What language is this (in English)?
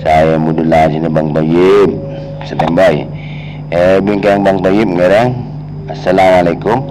Madurese